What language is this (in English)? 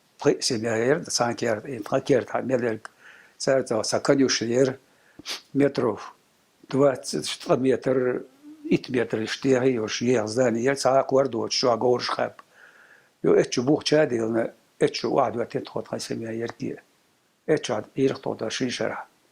Chechen